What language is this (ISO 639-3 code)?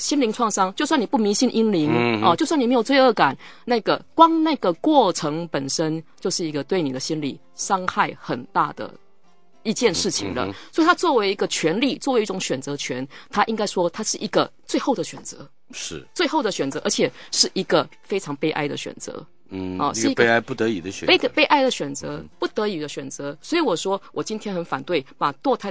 zho